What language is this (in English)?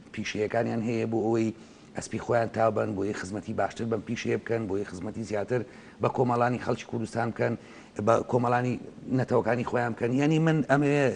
Central Kurdish